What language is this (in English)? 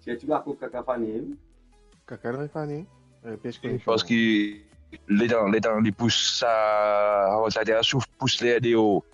Morisyen